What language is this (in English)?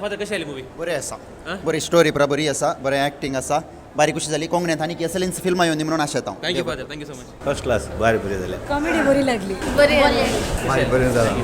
Konkani